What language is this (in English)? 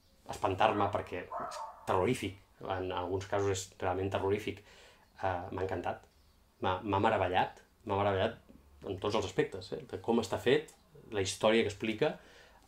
Catalan